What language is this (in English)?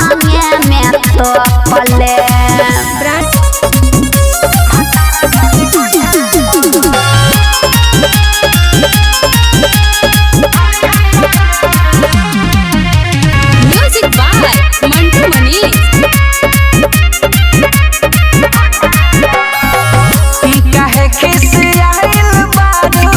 Bhojpuri